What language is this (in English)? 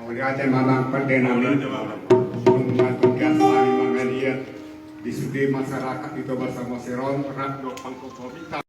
Batak Toba